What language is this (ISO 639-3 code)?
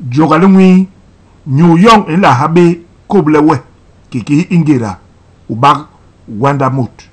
bas